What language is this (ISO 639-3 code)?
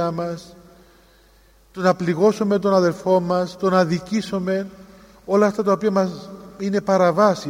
ell